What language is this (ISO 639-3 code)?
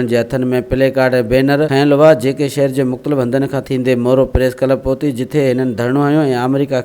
snd